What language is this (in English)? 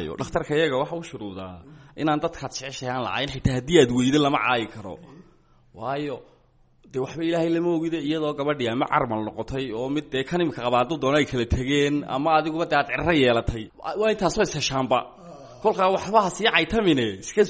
Somali